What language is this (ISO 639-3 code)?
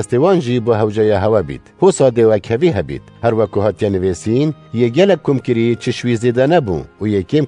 kur